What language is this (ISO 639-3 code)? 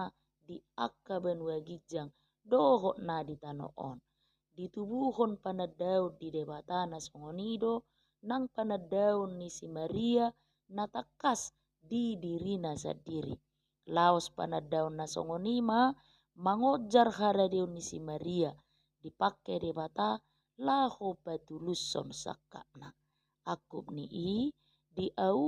bbc